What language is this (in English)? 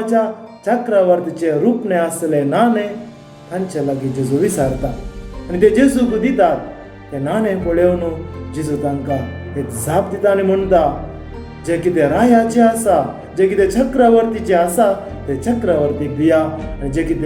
Konkani